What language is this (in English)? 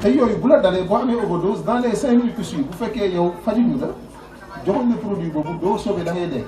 Wolof